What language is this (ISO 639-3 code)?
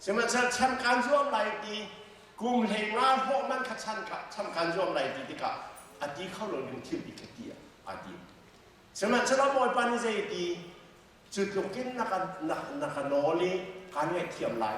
cnh